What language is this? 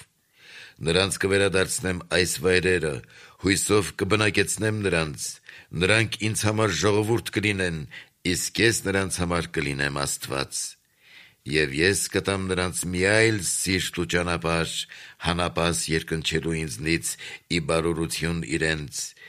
Armenian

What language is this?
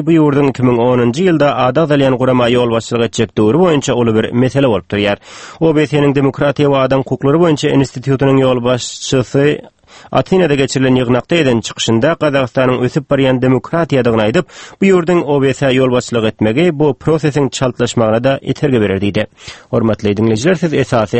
Turkmen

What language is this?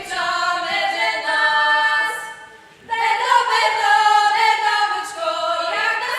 Rusyn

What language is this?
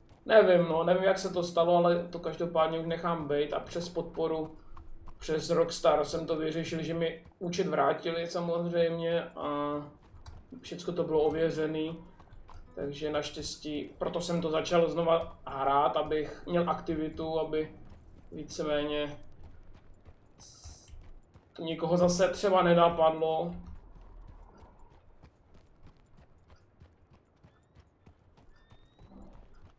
Czech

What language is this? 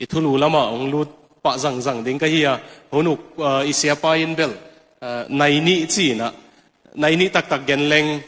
Tedim Chin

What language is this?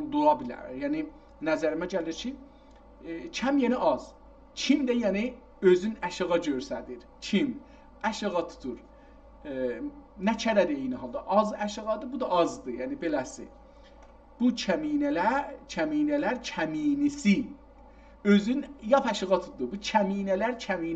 South Azerbaijani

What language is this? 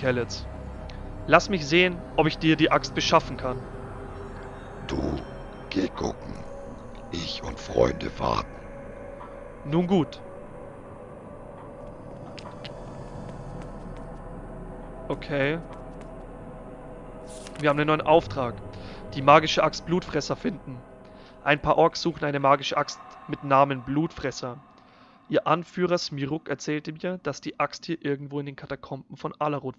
German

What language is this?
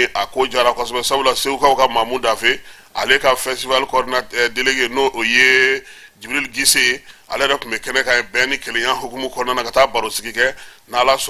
Bambara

